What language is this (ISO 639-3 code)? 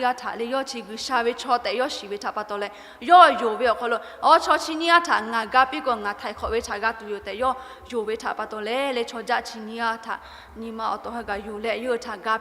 lhu